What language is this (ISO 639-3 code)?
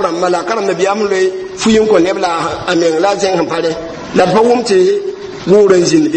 mos